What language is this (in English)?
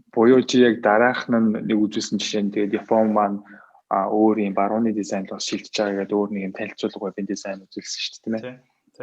Mongolian